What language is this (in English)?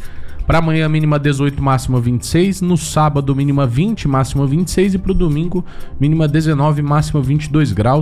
Portuguese